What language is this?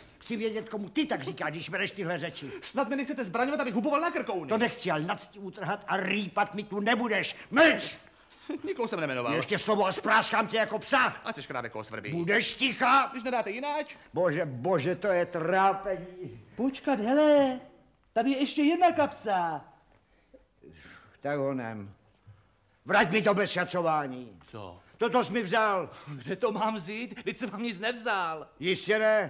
Czech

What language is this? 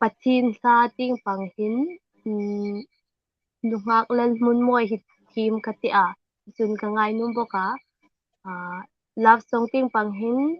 Hmar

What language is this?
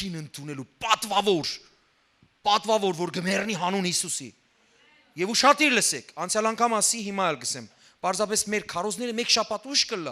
Western Armenian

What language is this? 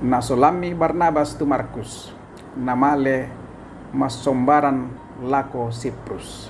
Toraja-Sa'dan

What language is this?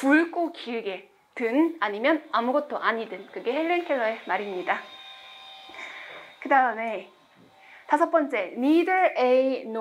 Korean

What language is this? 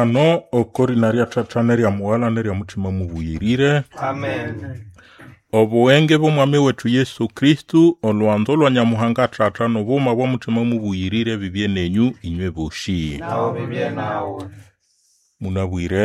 Nande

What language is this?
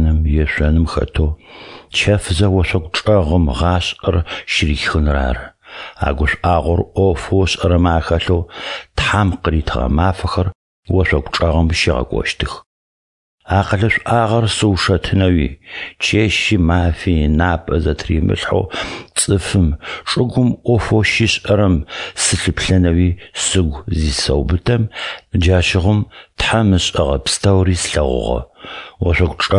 Adyghe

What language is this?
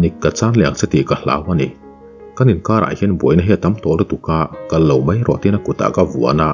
Mizo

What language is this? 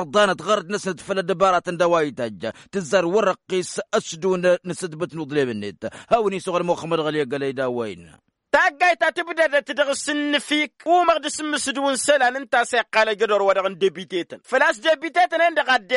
Tamasheq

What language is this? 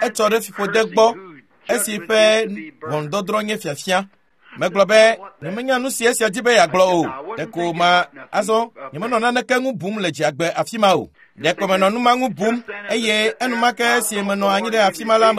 Ewe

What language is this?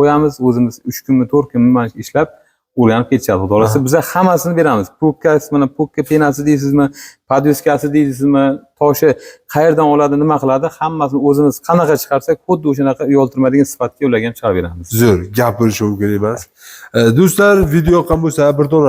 Uzbek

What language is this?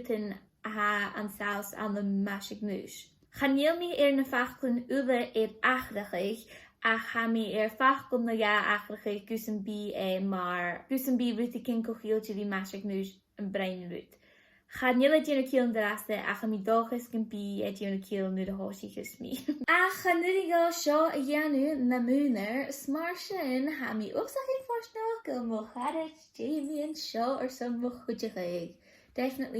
Scottish Gaelic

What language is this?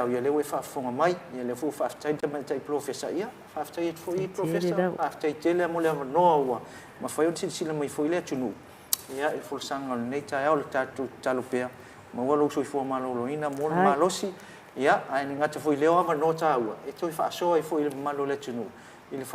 Samoan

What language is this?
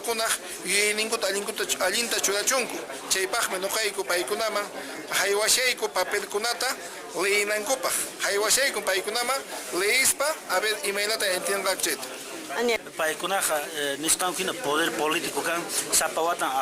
Quechua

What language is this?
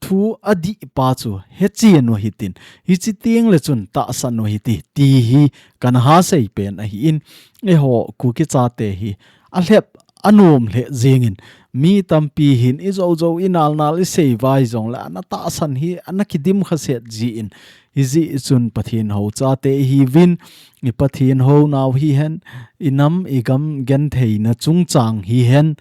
Thado Chin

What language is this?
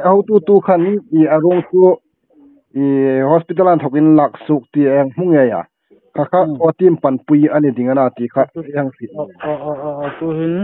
Hmar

